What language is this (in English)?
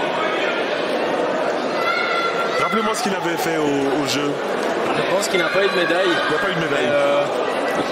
French